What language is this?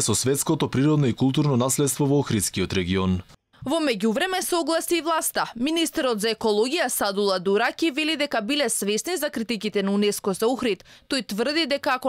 Macedonian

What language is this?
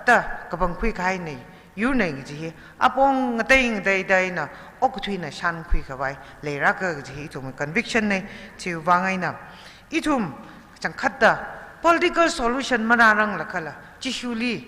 Tangkhul Naga (India)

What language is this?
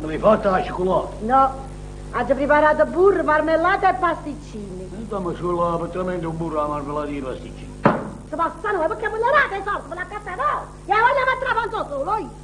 Neapolitan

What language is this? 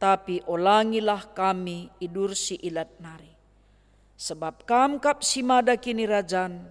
Batak Karo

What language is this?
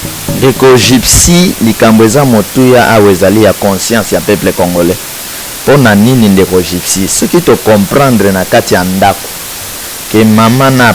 Lingala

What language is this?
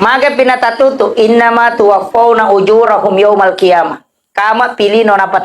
Buginese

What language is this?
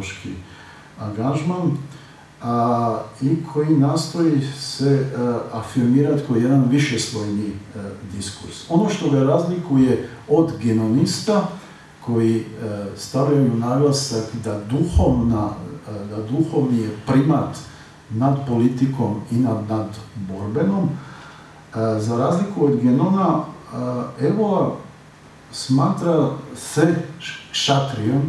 Croatian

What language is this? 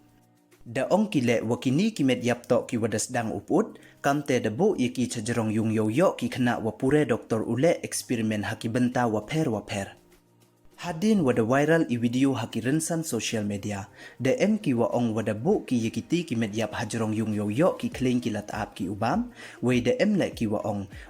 Pnar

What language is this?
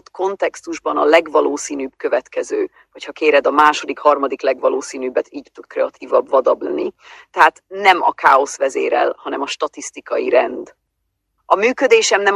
Hungarian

